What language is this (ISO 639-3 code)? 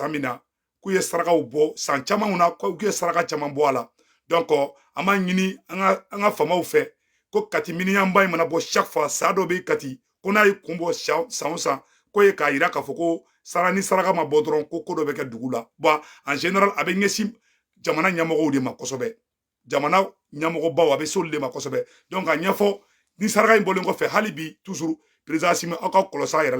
bam